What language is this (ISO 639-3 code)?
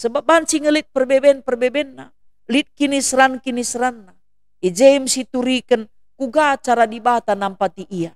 btx